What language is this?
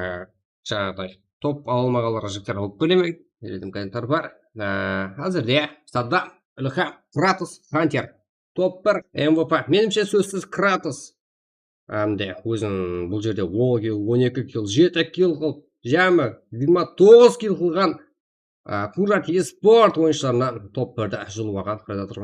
Kara-Kalpak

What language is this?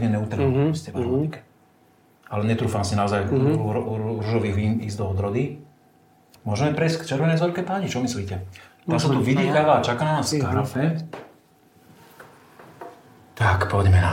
Slovak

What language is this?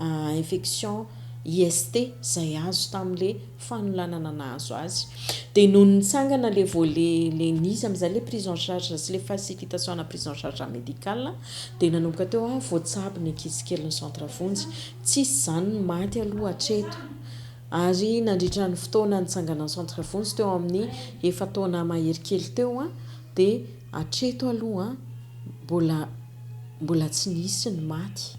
Malagasy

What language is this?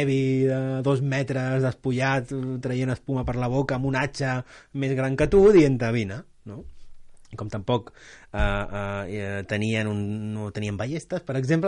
Catalan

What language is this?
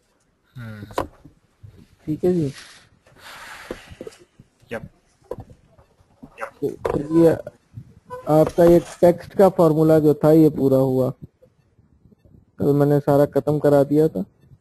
Hindi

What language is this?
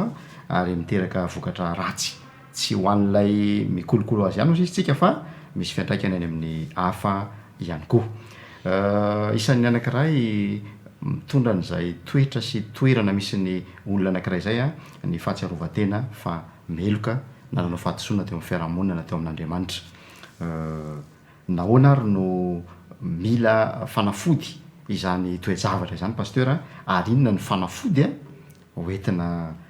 Malagasy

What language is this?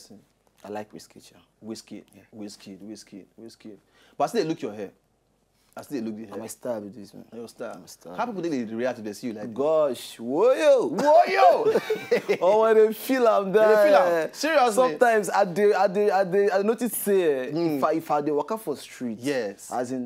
Nigerian Pidgin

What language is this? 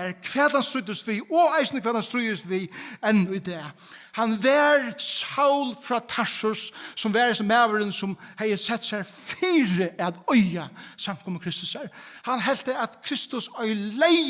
Faroese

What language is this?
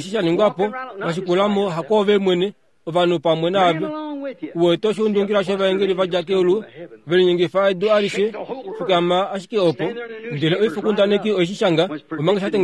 Kuanyama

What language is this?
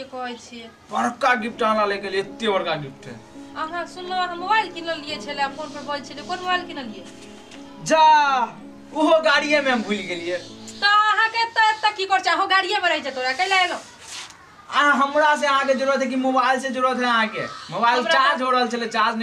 Maithili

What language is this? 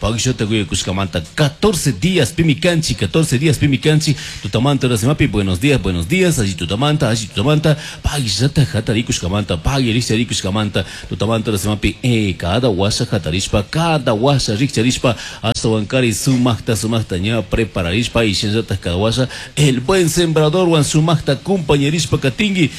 Chimborazo Highland Quichua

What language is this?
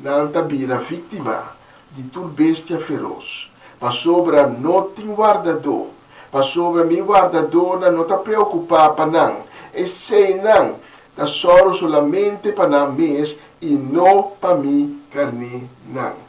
Papiamento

